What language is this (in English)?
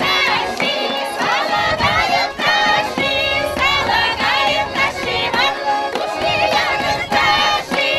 Chuvash